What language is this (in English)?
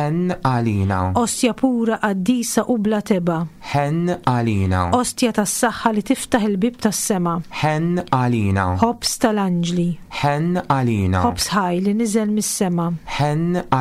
Maltese